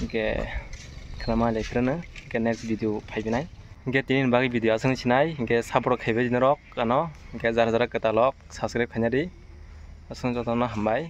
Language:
Kok Borok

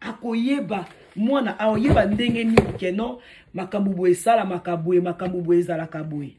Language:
Lingala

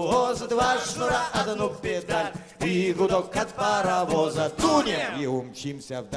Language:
Russian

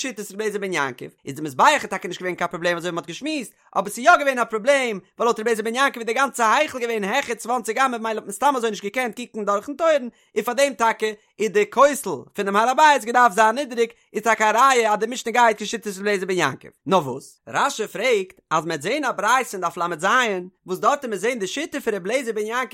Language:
Yiddish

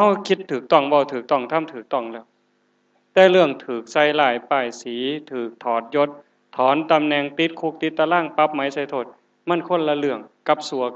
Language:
Northeastern Thai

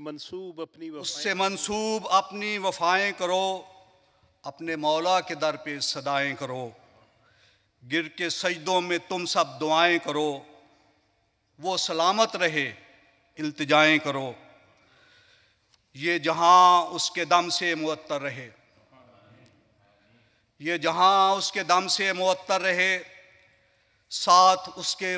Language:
Urdu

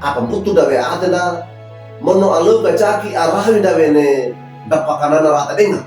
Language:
Wejewa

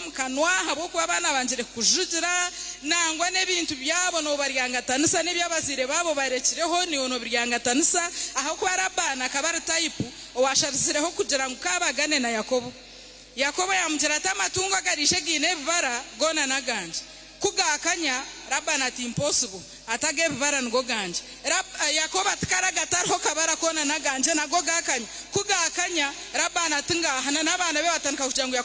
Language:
Nyankole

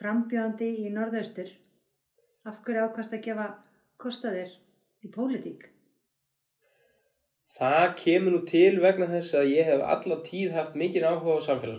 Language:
Icelandic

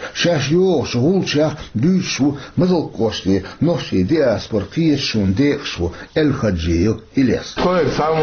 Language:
Chechen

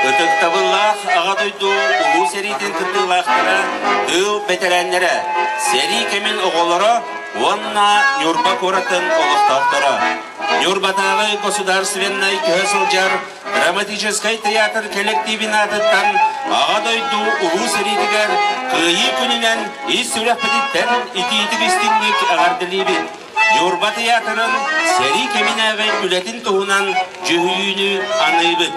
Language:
Yakut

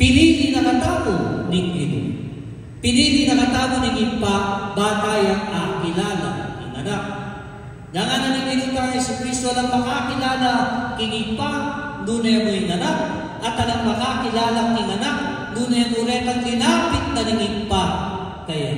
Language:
Pampanga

